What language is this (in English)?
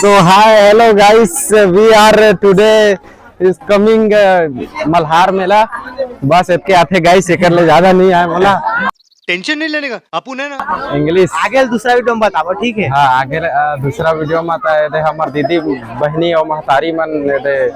Chhattisgarhi